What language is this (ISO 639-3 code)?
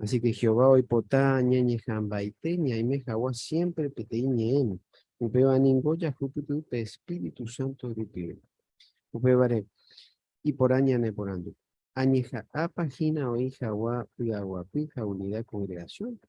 grn